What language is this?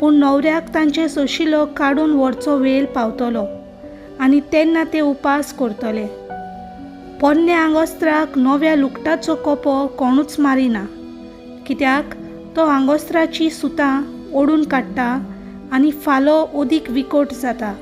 Konkani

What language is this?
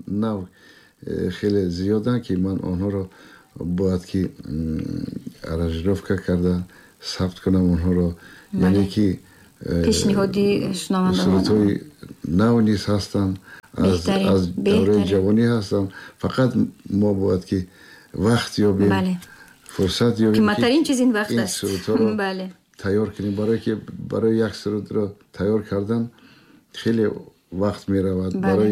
Tajik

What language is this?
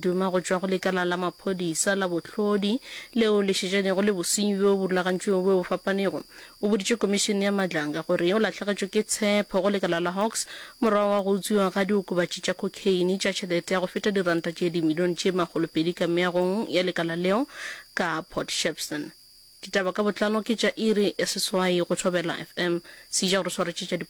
Northern Sotho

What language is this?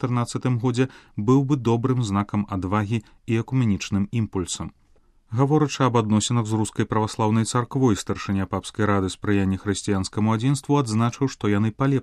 Belarusian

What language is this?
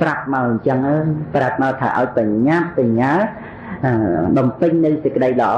Khmer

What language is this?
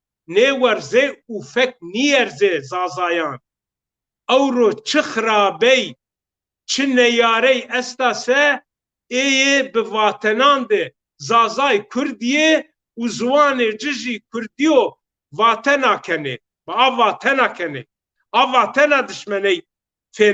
Zaza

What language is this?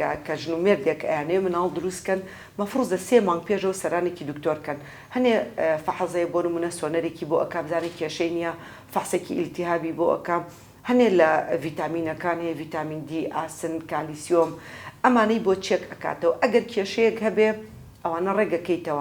Central Kurdish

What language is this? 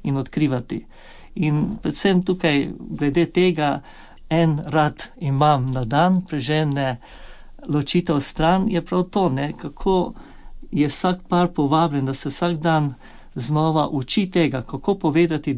Slovenian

